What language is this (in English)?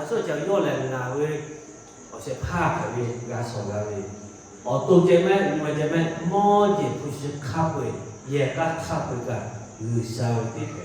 Lahu